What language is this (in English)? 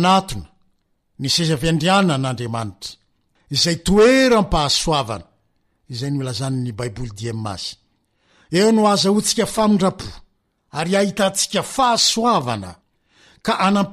Malagasy